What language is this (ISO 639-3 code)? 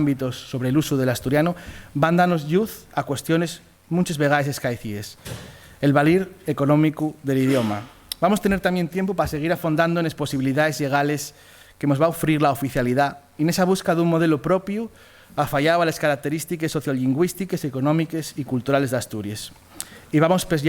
ast